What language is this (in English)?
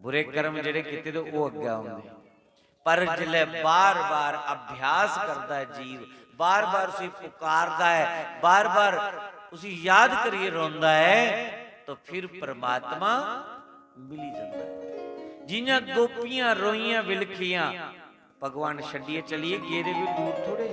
Dogri